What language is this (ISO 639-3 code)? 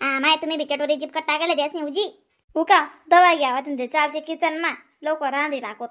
khn